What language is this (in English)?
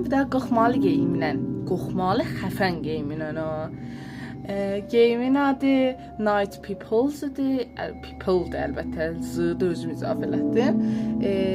South Azerbaijani